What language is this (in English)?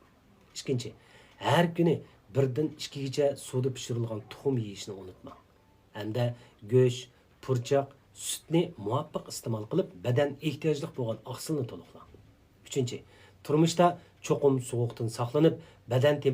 Uyghur